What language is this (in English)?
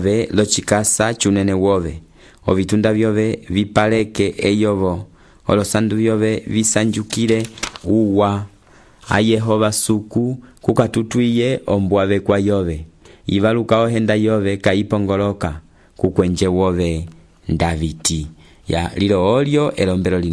Umbundu